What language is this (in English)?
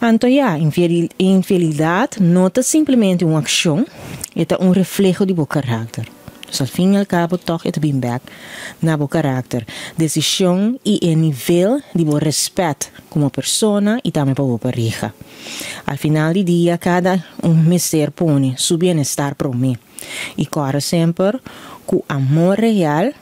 Papiamento